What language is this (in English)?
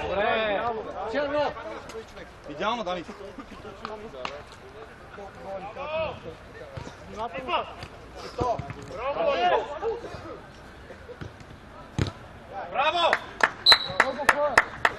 Bulgarian